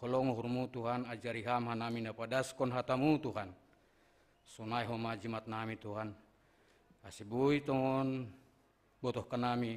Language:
Batak Simalungun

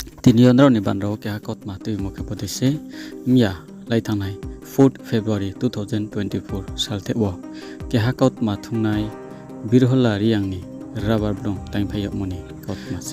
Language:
Riang (India)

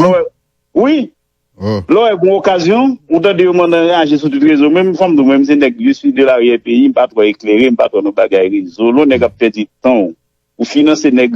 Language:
Haitian Creole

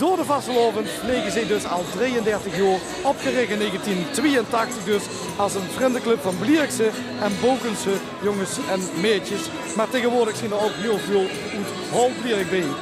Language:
Limburgish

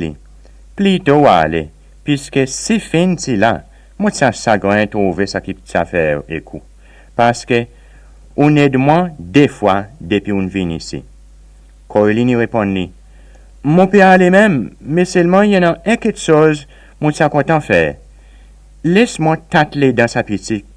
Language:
Seselwa Creole French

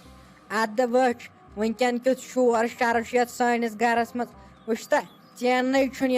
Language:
Kashmiri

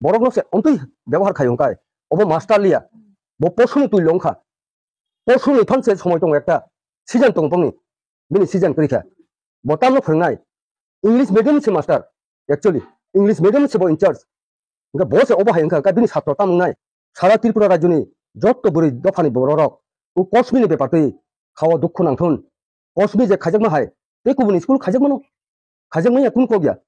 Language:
Kok Borok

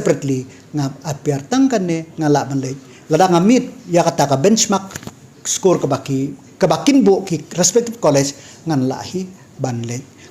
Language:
Khasi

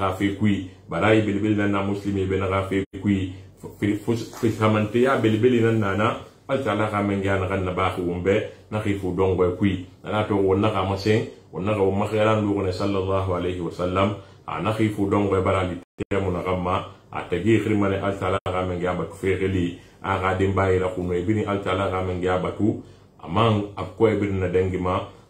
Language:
Susu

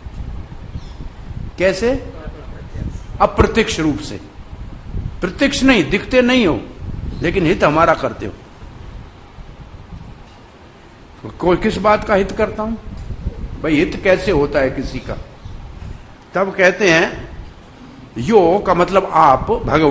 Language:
Hindi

